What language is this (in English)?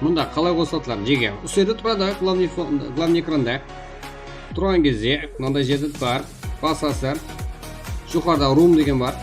Kara-Kalpak